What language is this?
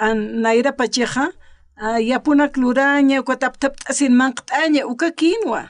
Aymara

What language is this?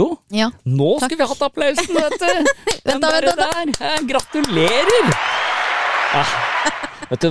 Norwegian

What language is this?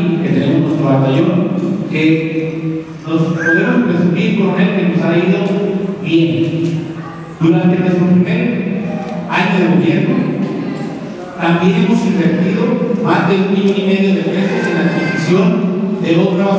Spanish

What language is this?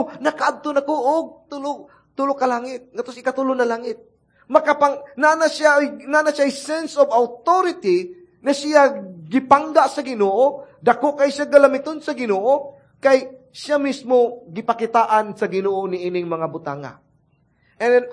Cebuano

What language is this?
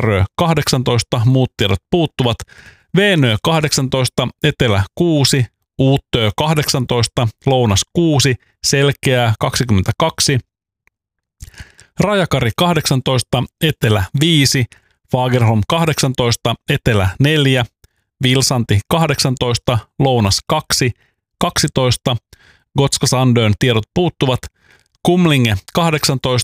Finnish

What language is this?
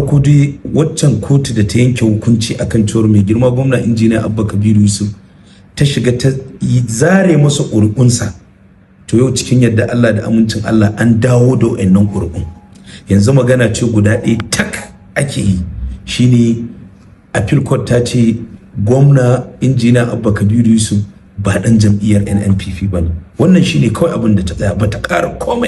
Hausa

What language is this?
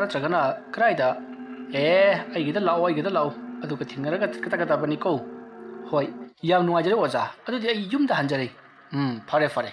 Manipuri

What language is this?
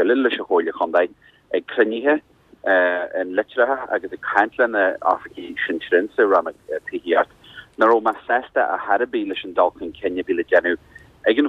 Irish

